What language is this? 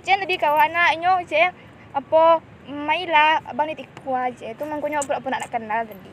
Minangkabau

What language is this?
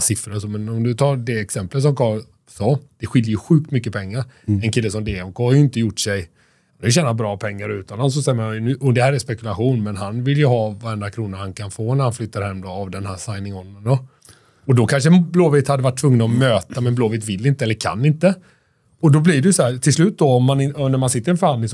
Swedish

